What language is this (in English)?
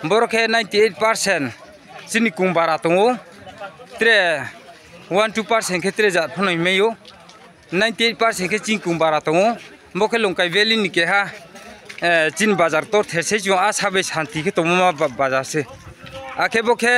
Riang (India)